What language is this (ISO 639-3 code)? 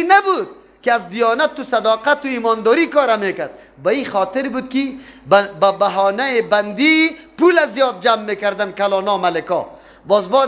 fas